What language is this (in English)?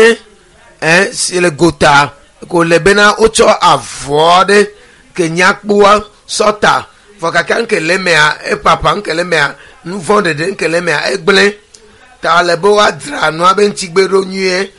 Ewe